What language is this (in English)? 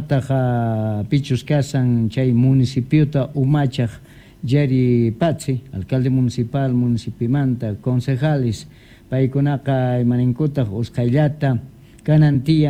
South Bolivian Quechua